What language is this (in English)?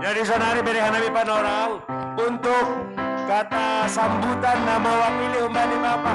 Batak Simalungun